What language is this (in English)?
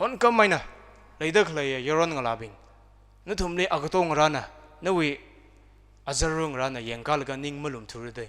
Tangkhul Naga (India)